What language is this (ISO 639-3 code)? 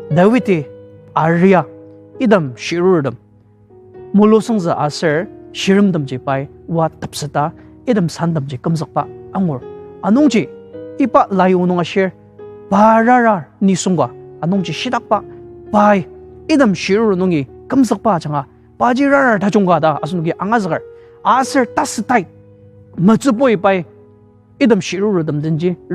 njo